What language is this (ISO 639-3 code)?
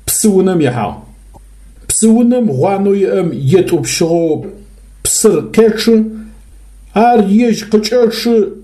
ady